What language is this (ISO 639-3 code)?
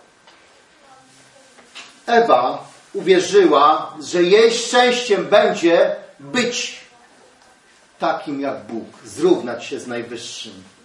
pol